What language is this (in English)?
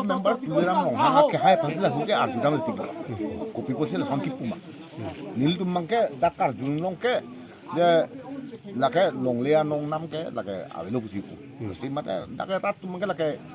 Karbi